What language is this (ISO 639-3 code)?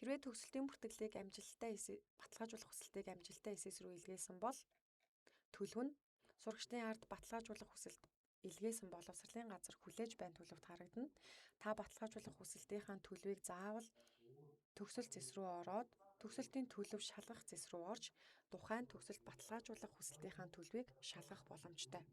mon